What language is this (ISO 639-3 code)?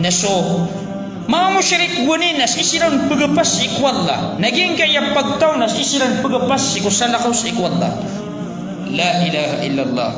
mrw